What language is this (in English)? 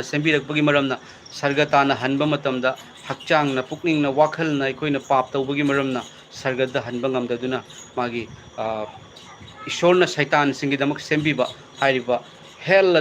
Manipuri